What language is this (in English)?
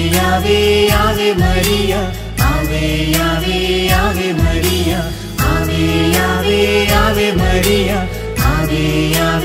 Malayalam